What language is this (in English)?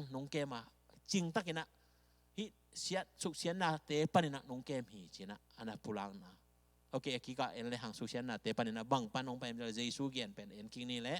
Tedim Chin